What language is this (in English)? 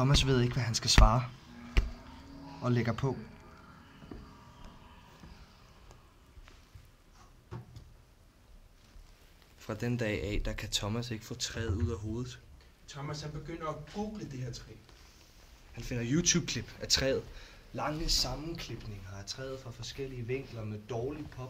Danish